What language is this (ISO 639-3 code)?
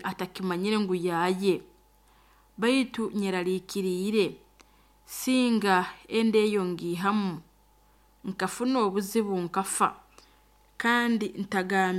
nyo